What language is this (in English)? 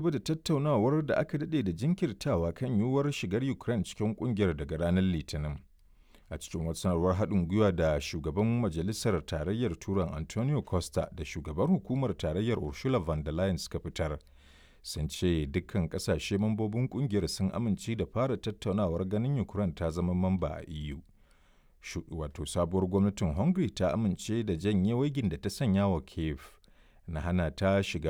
Hausa